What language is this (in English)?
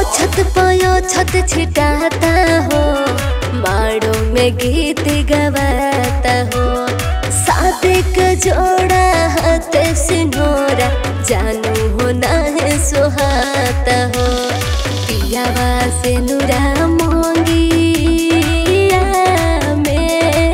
Bhojpuri